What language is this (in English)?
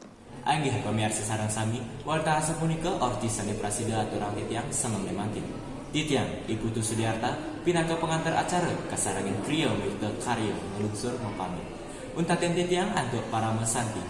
Balinese